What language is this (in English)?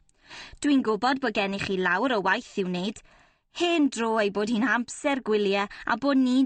Welsh